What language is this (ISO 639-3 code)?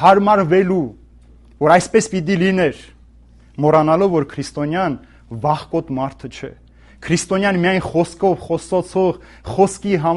hye